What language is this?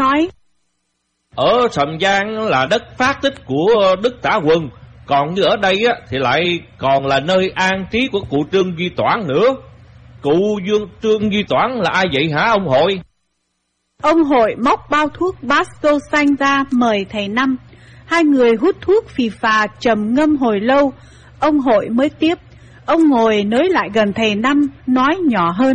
Vietnamese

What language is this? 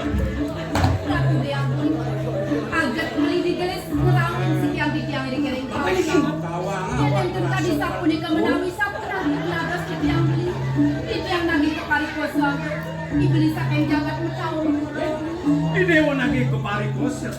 Balinese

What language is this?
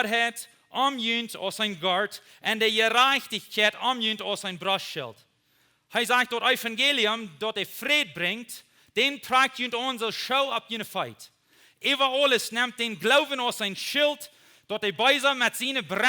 Plautdietsch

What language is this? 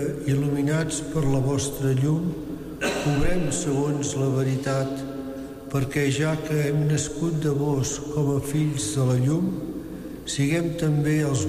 Catalan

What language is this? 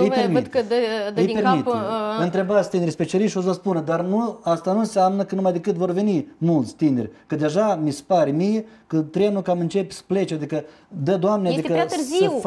Romanian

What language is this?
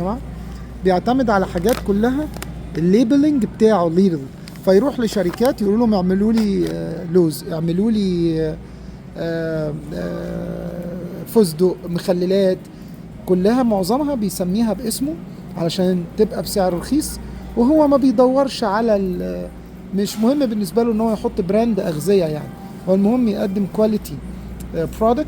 Egyptian Arabic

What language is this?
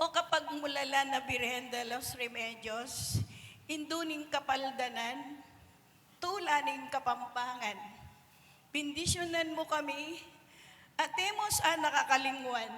Pampanga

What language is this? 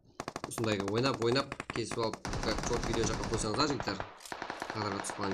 Kara-Kalpak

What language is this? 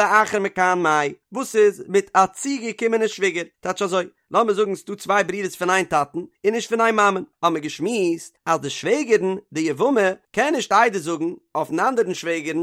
Yiddish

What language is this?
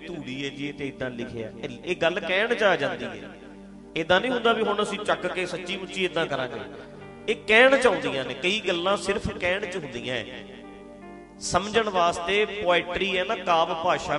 Punjabi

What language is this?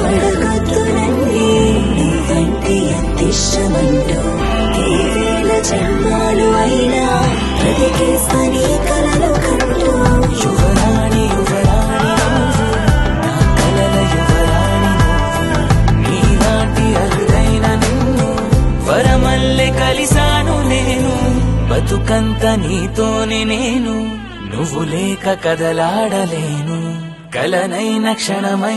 Telugu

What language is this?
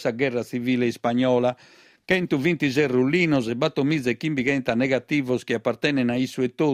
Sardinian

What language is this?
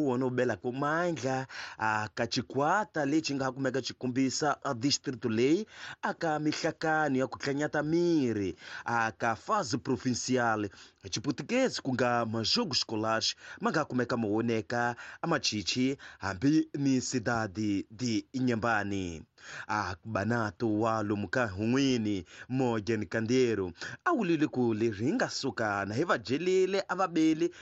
Tsonga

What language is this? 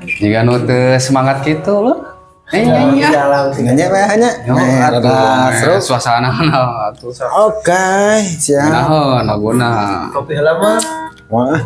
Sundanese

